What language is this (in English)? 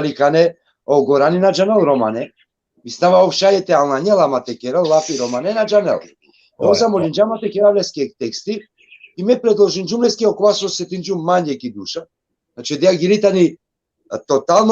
Balkan Romani